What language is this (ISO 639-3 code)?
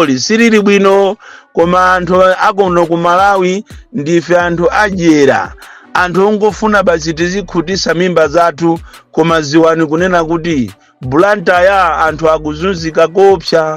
nya